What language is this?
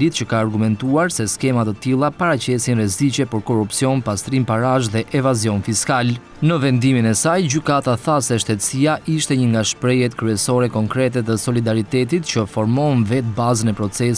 Albanian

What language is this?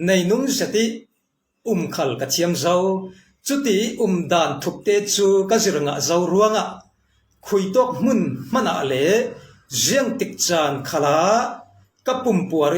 Falam Chin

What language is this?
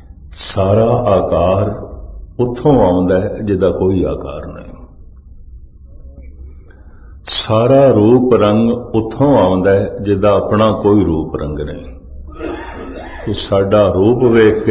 Punjabi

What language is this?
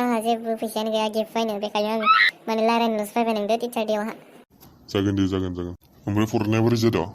Bodo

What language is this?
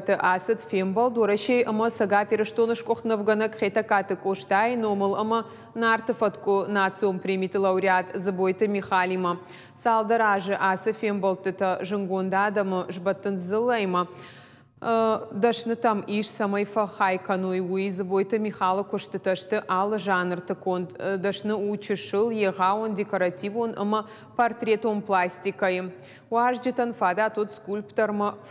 Ossetic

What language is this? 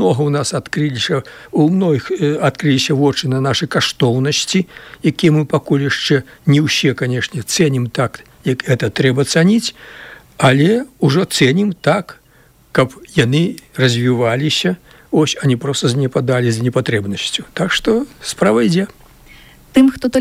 Belarusian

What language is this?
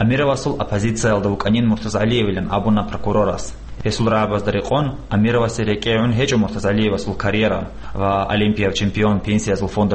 Avaric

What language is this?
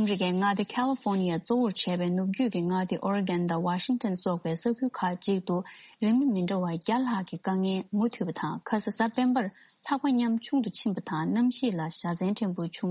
Tibetan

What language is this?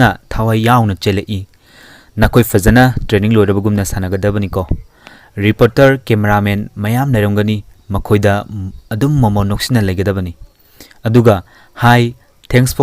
Manipuri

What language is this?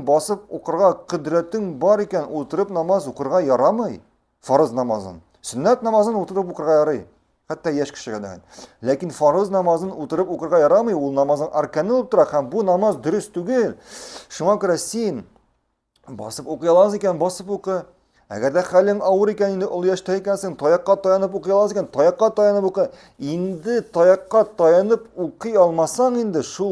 Tatar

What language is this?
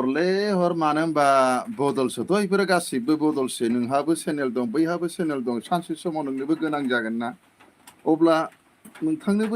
Bodo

